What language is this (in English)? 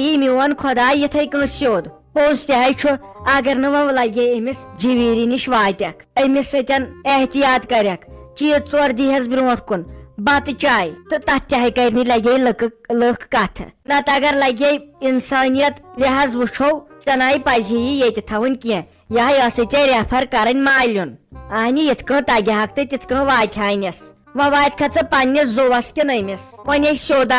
Kashmiri